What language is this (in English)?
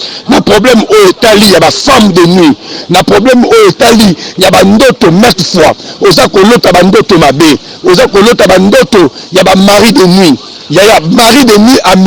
Lingala